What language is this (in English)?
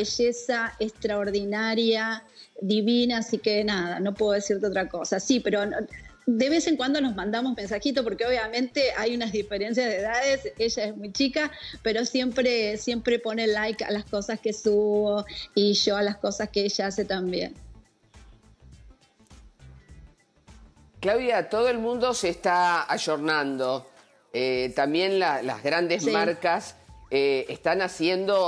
Spanish